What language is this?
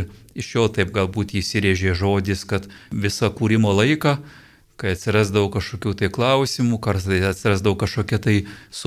Lithuanian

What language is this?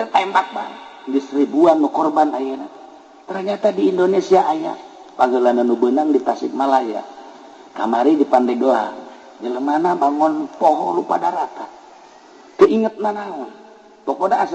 Sundanese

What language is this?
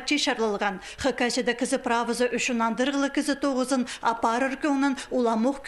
Khakas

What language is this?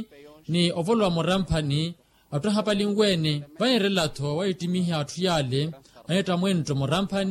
Makhuwa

